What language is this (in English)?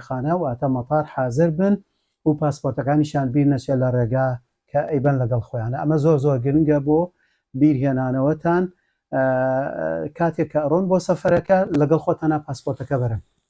Central Kurdish